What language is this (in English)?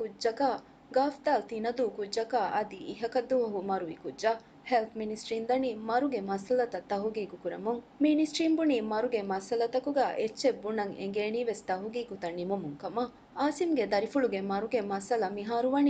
Divehi